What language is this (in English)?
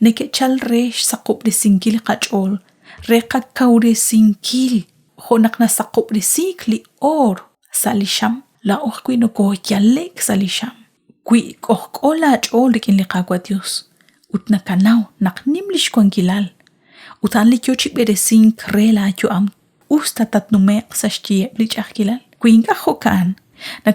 Kekchí